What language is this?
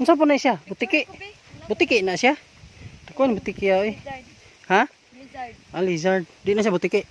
Cebuano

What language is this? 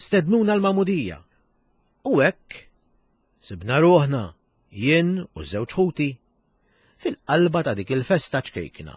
Maltese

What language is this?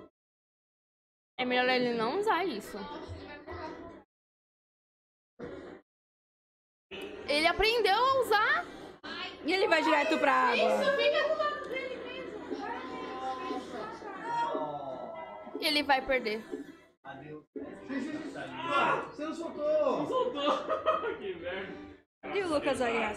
Portuguese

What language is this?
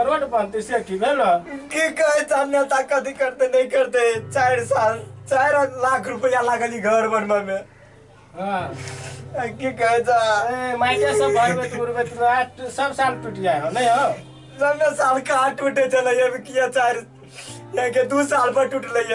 Maithili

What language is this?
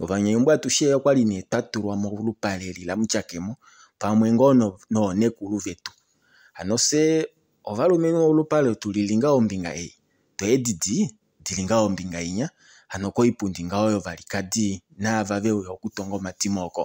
Kuanyama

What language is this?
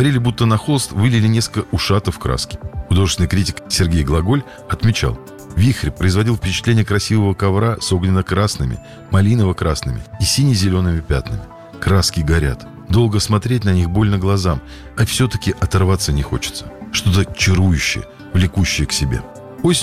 Russian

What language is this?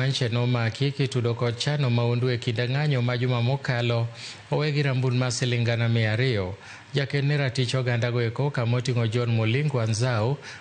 Luo (Kenya and Tanzania)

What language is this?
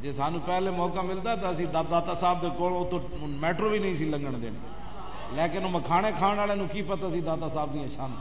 Western Panjabi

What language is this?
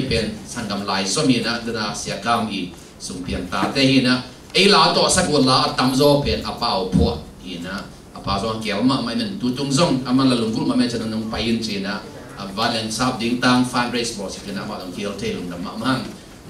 Tedim Chin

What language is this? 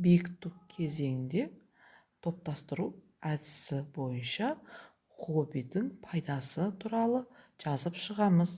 Kazakh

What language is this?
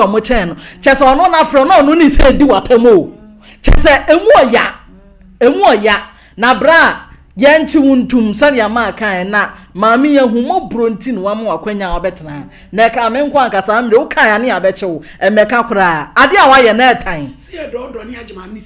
Akan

